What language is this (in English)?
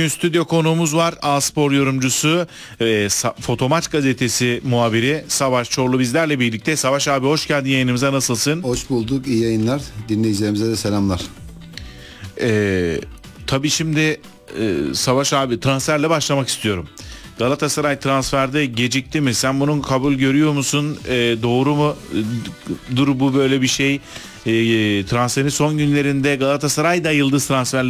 Turkish